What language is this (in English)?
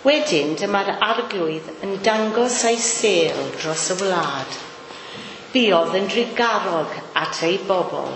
Welsh